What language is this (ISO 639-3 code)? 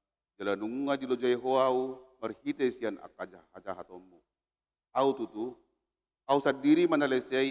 bbc